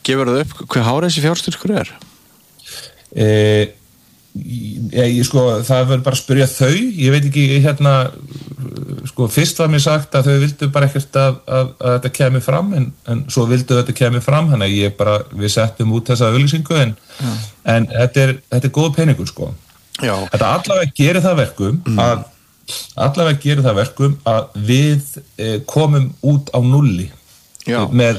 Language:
Icelandic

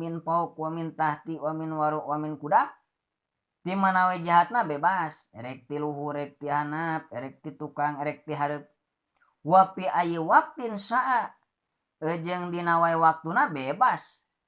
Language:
Sundanese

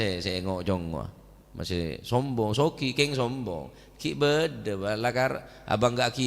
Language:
Madurese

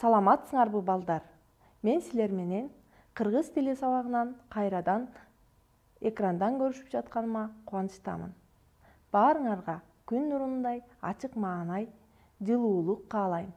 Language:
Kyrgyz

